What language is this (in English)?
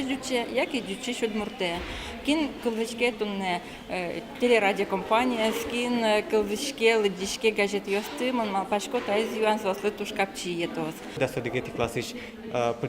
Udmurt